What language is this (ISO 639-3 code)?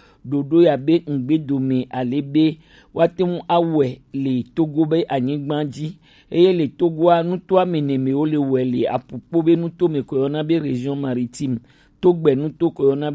gej